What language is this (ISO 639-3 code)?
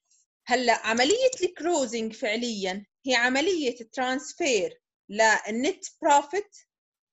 ajp